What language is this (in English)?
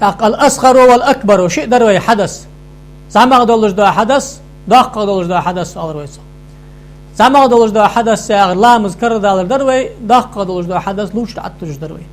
Ingush